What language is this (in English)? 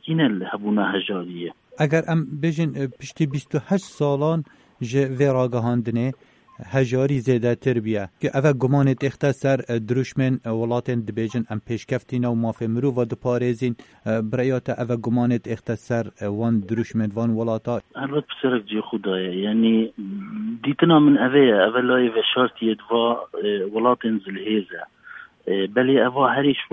Kurdish